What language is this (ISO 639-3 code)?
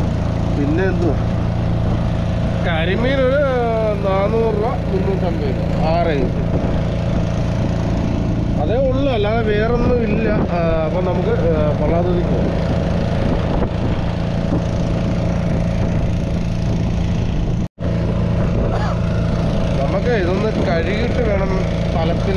mal